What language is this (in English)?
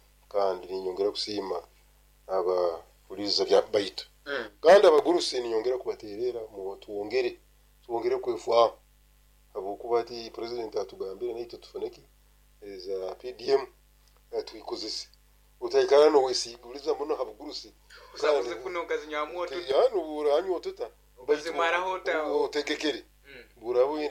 Nyoro